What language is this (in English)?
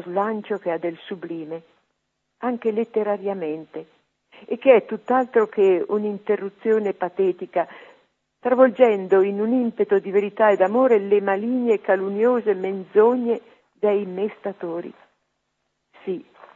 Italian